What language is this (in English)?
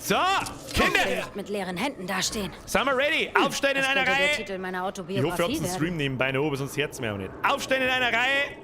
Bavarian